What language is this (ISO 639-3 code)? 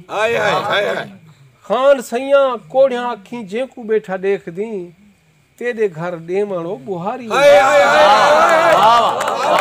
skr